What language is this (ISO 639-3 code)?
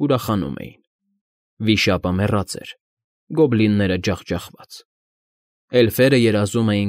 hye